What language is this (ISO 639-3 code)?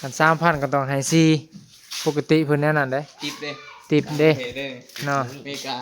tts